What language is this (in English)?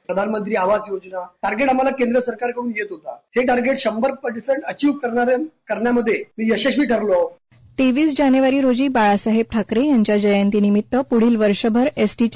Marathi